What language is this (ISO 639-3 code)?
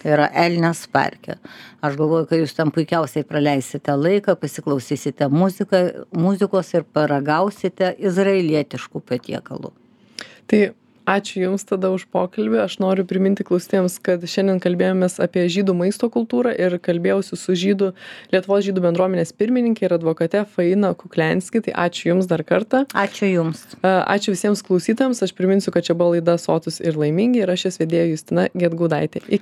lit